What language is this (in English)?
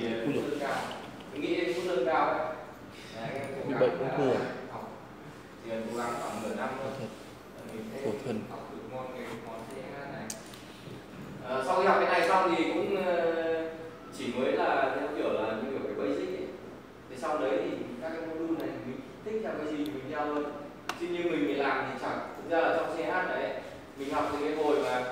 Vietnamese